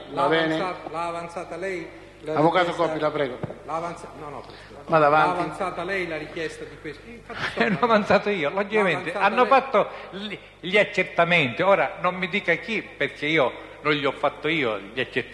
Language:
Italian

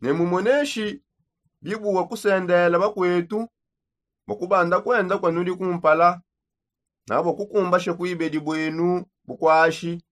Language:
Songe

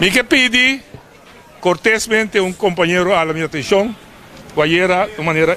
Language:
Papiamento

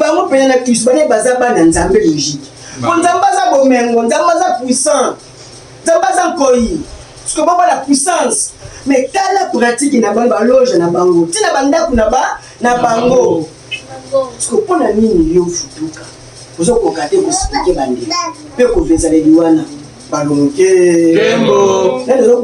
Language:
Lingala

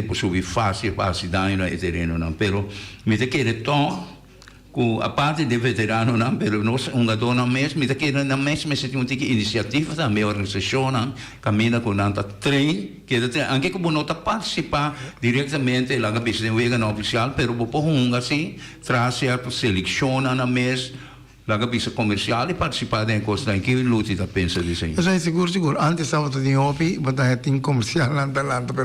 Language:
Papiamento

